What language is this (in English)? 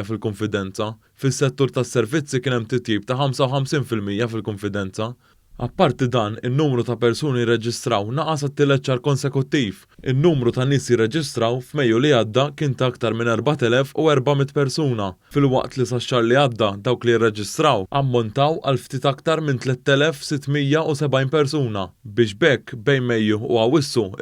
Maltese